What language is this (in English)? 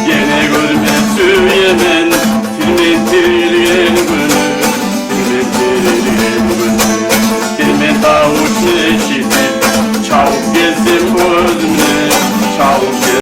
Kumyk